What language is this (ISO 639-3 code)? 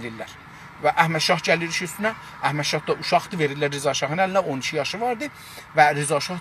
azb